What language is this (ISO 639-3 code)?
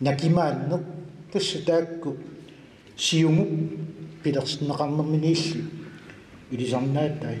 kal